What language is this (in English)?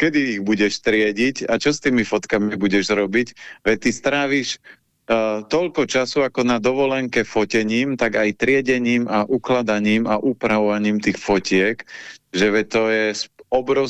Slovak